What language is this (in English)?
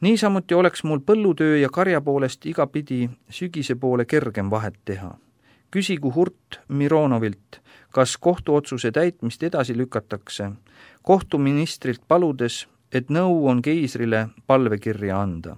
Estonian